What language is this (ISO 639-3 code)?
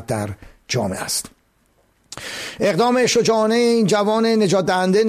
fas